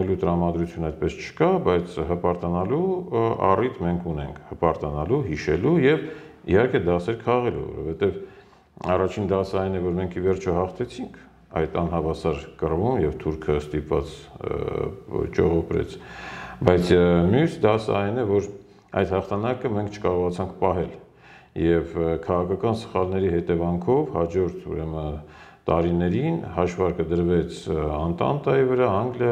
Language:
Armenian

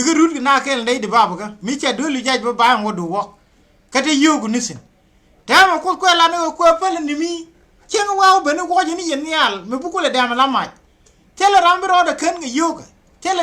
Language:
Nuer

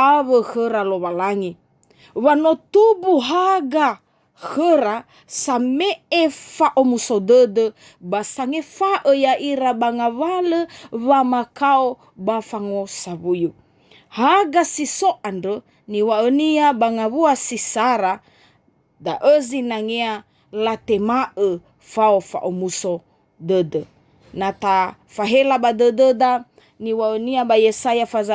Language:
Nias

